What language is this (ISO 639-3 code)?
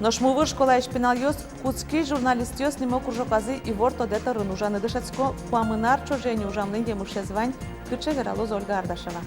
udm